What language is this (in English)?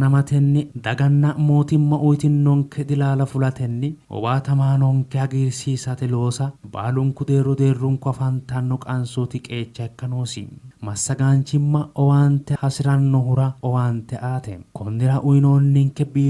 Sidamo